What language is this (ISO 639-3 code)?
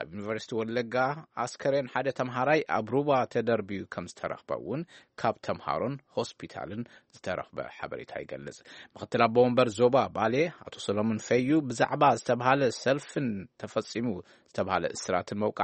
tir